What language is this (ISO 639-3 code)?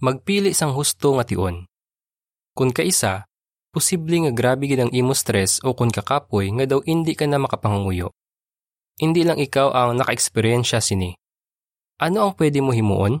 hil